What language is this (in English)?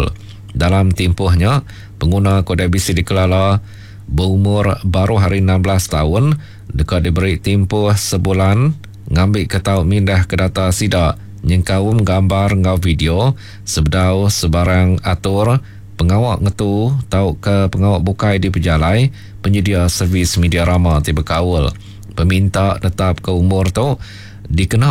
Iban